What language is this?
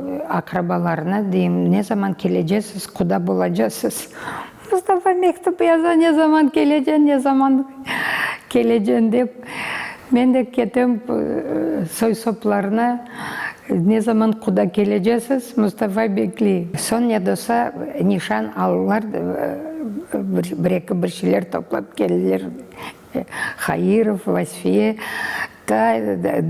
Crimean Tatar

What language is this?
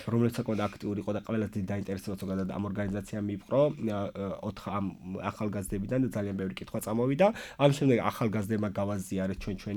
Georgian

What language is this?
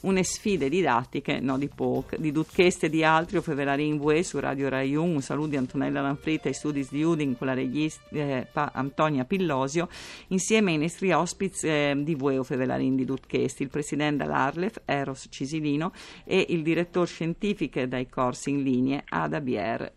Friulian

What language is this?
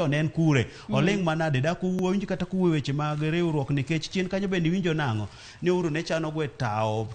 Luo (Kenya and Tanzania)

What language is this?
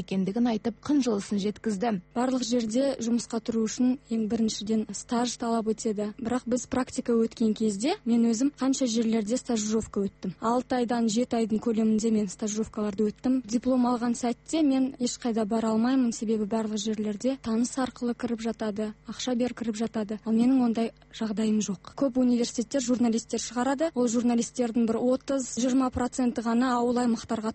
Kazakh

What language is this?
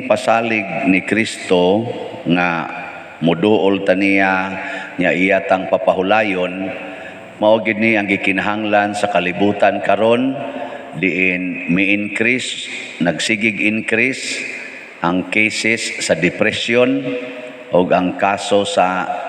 Cebuano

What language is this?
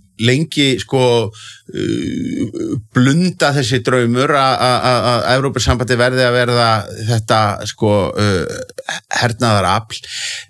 Icelandic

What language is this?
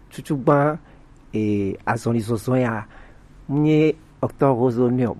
Gen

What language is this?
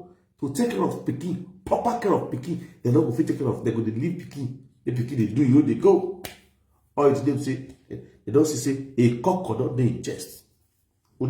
Nigerian Pidgin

